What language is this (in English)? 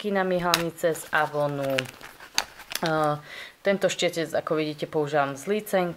Slovak